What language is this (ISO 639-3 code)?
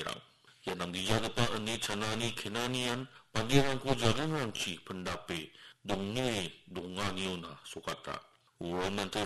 grt